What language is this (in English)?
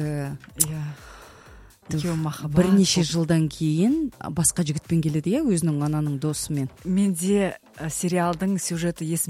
Kazakh